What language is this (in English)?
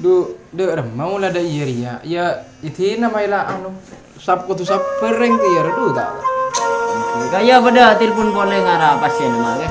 Madurese